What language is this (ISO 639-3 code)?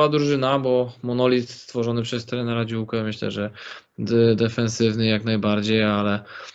pol